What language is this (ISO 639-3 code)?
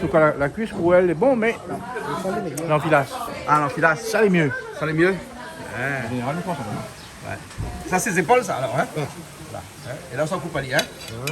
rcf